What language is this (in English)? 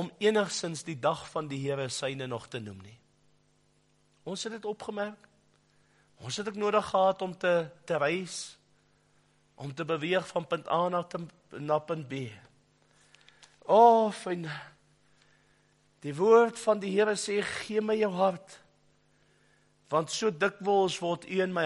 Afrikaans